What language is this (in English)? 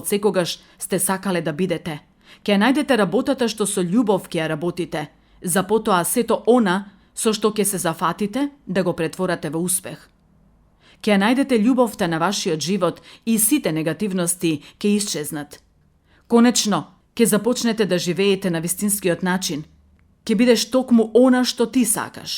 Macedonian